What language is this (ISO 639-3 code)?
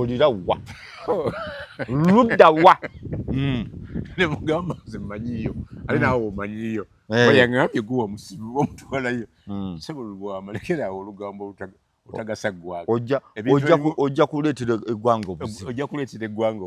lug